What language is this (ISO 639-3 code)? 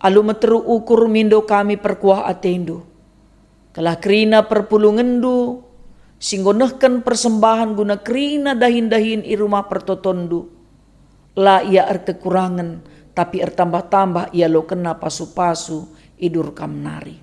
btx